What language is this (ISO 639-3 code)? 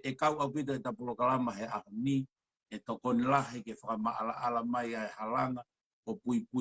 ton